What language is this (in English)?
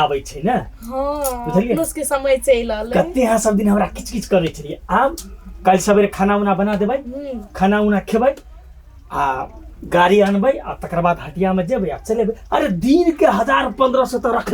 Maithili